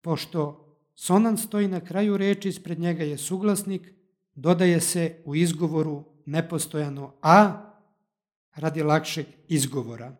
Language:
Serbian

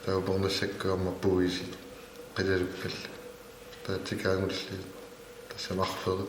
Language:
Kalaallisut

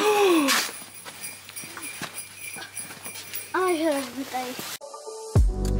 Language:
Czech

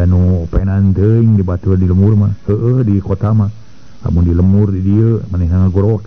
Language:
Sundanese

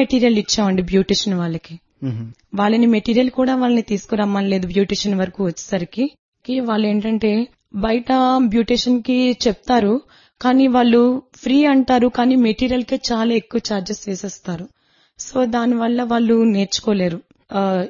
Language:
Telugu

